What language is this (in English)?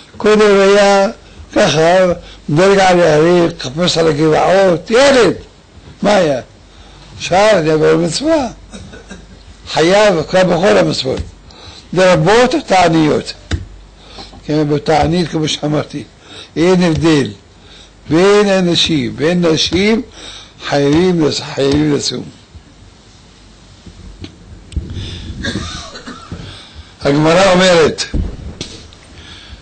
Hebrew